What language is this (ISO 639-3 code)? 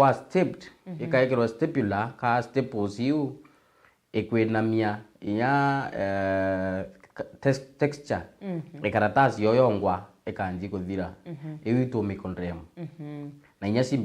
mer